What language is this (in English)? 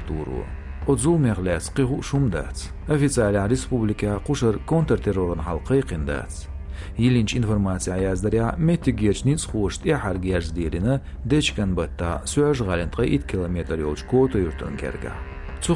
Chechen